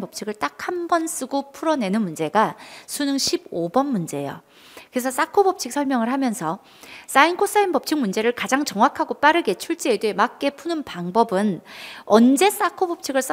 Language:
Korean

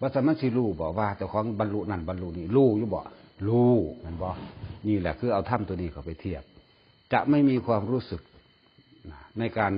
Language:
Northeastern Thai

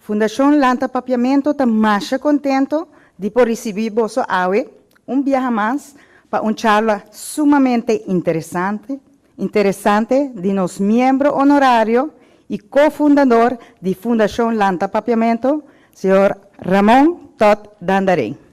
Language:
Papiamento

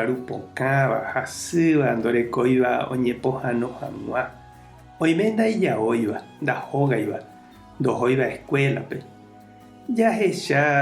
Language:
Guarani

